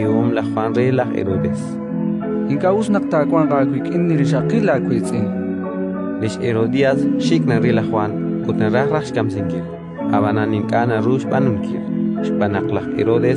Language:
Kekchí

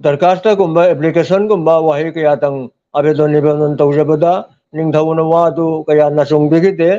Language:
Manipuri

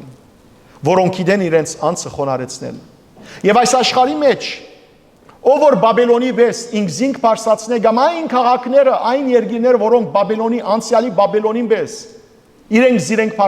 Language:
Western Armenian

